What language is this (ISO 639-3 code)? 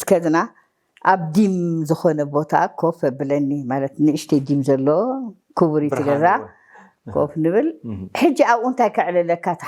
tir